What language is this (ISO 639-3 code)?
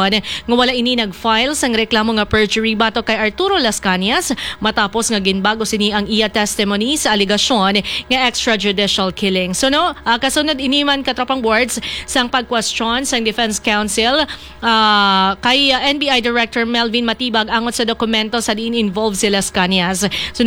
hil